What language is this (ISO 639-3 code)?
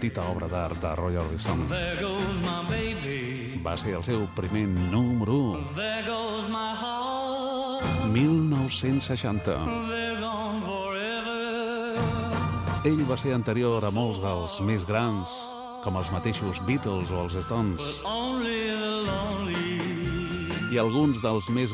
cat